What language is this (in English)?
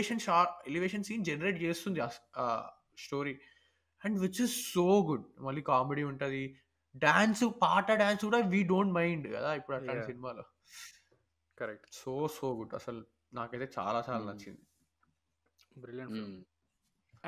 Telugu